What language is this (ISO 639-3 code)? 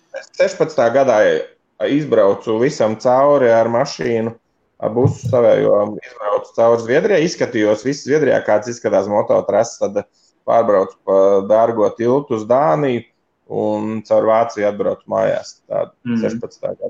lav